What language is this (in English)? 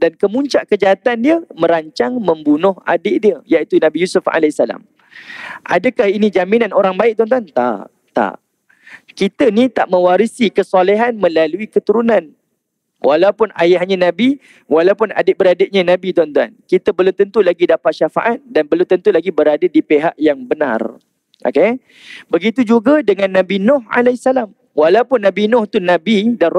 Malay